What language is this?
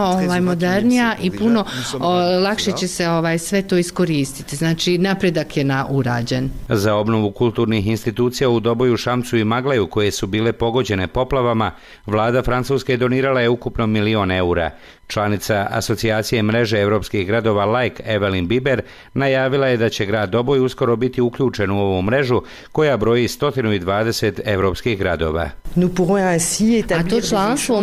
Bosnian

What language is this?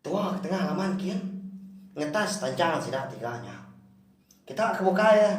Iban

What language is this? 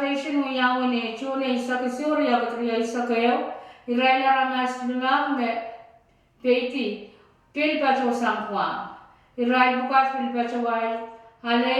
Pohnpeian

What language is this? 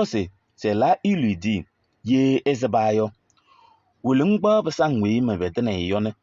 Kabiyè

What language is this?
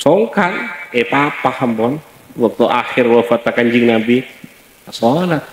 Madurese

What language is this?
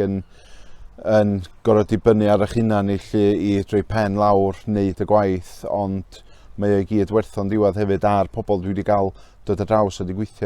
Welsh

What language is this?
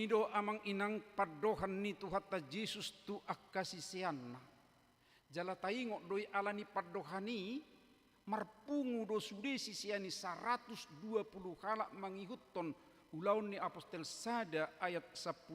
Batak Toba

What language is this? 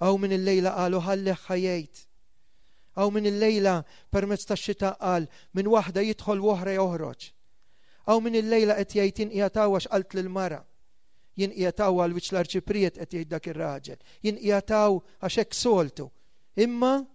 Maltese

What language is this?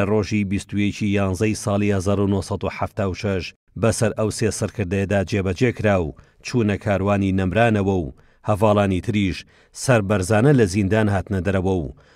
Central Kurdish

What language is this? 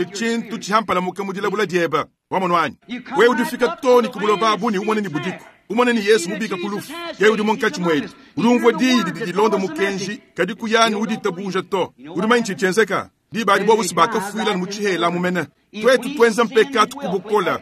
Luba-Lulua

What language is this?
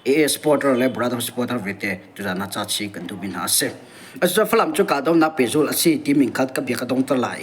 Hakha Chin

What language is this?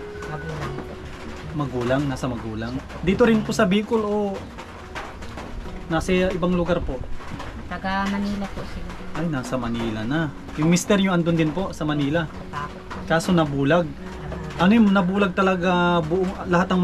Filipino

